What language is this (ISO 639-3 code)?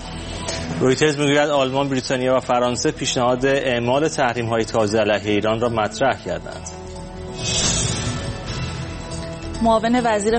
fas